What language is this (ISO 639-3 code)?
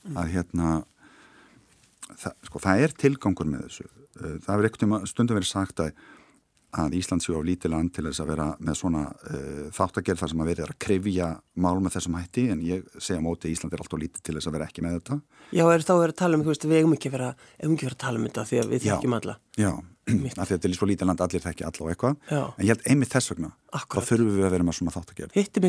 isl